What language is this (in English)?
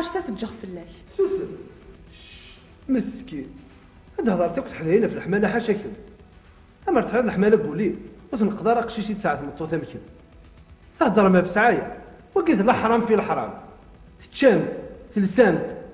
Kabyle